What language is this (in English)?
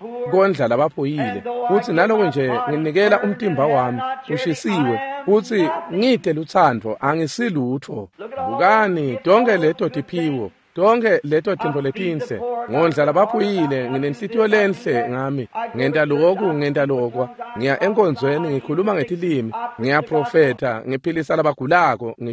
Swati